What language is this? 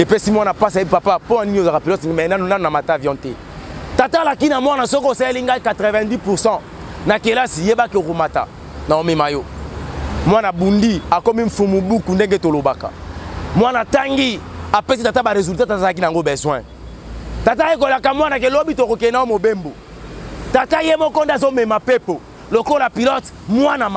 Lingala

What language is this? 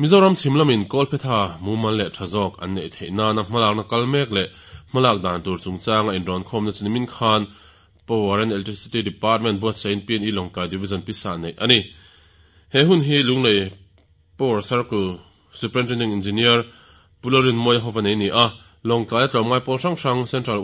Mizo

